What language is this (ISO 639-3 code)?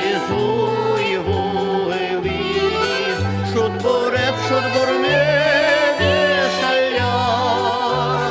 udm